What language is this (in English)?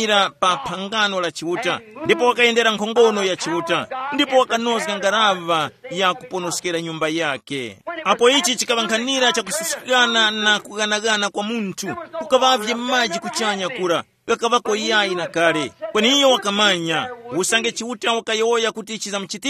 Tumbuka